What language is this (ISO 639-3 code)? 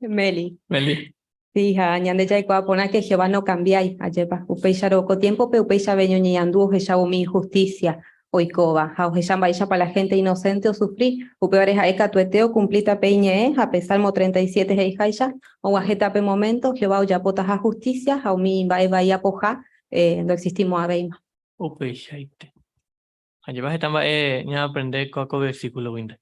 grn